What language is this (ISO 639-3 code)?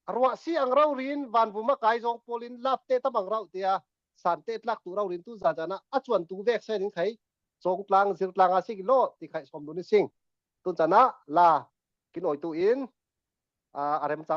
cfm